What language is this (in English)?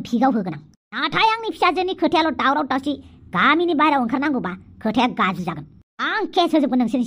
Bodo